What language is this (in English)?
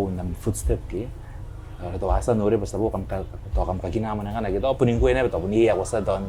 Gilbertese